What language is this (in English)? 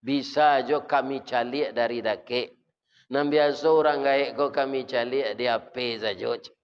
Minangkabau